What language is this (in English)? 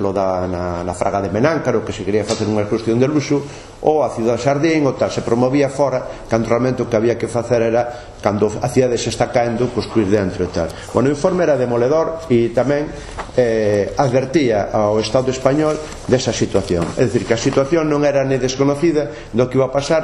Galician